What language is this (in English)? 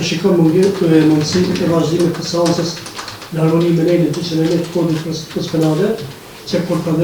Albanian